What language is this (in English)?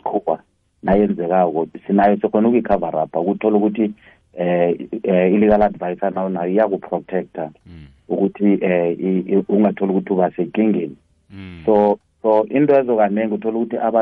South Ndebele